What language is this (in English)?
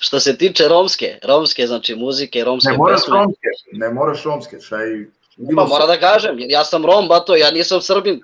Balkan Romani